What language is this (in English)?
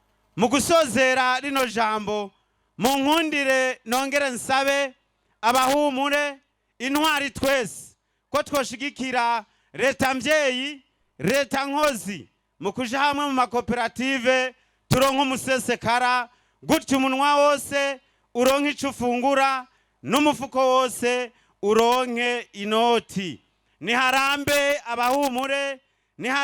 Rundi